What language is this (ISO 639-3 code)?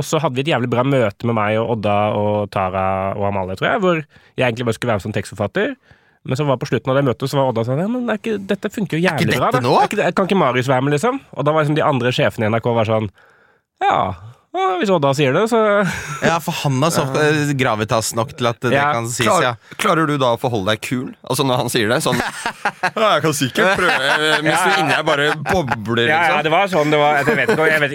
nor